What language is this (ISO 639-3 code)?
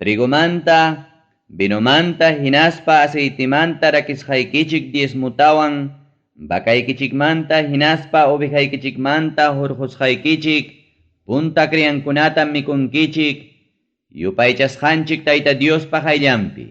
quy